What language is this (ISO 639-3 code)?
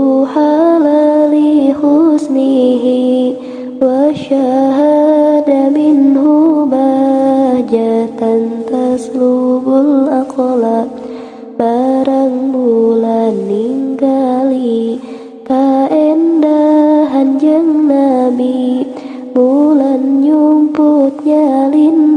sun